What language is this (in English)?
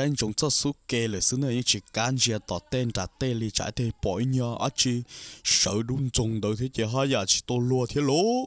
Hmong